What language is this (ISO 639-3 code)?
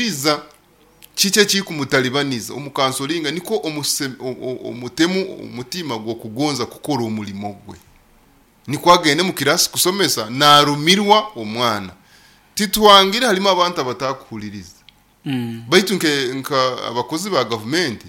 nyo